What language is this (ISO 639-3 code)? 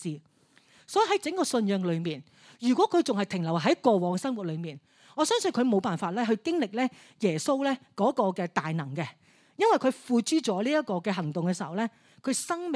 yue